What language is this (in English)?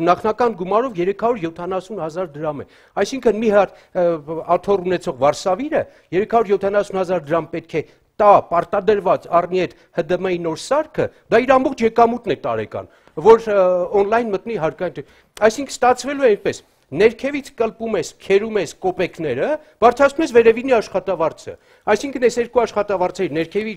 Armenian